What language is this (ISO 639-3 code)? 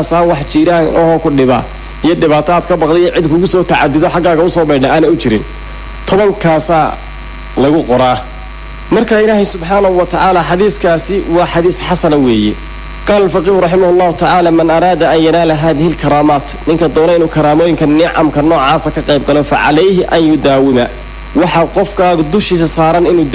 som